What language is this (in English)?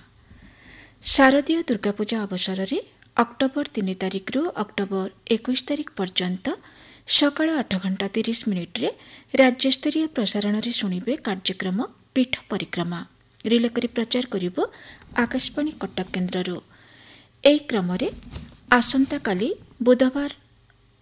Odia